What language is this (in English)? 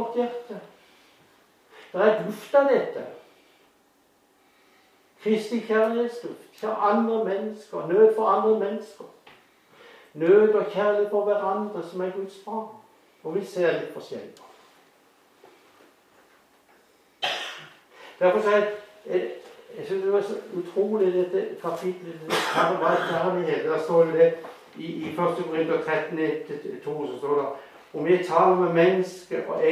Norwegian